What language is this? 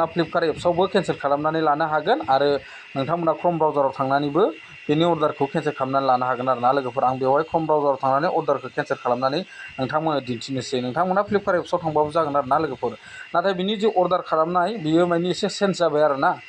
Bodo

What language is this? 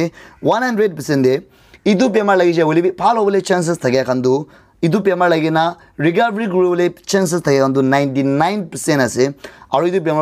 Naga Pidgin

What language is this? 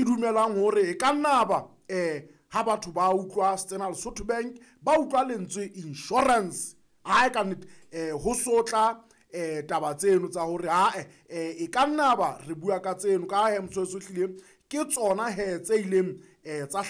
Southern Sotho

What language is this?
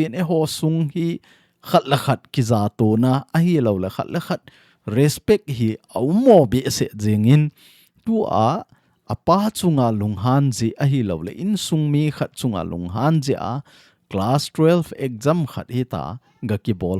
Thado Chin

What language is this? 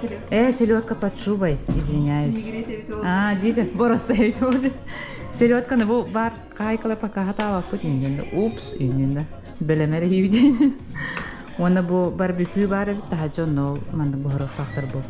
Yakut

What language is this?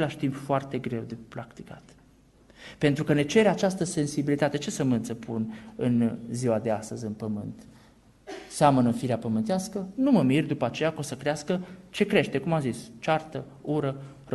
Romanian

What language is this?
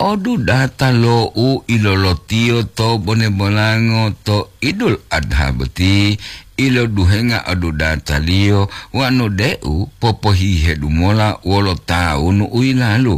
Gorontalo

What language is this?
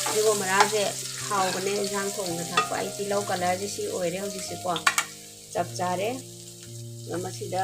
Manipuri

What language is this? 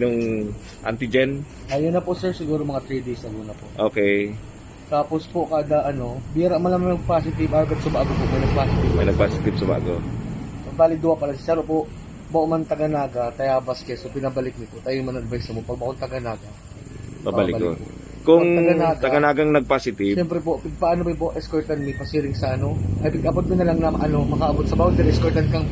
Bikol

